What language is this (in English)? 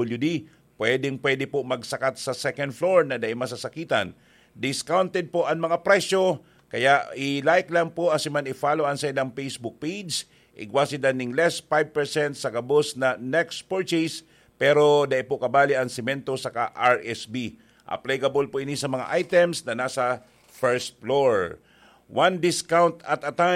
Bikol